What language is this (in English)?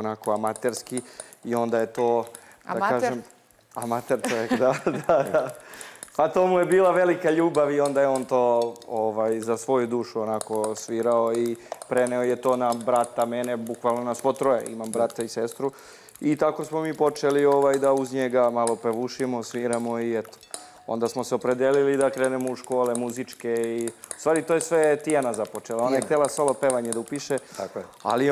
Serbian